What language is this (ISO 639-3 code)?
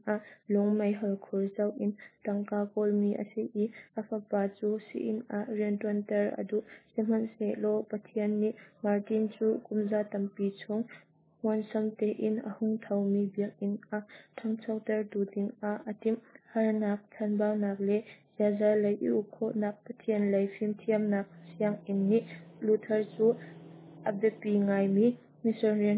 cnh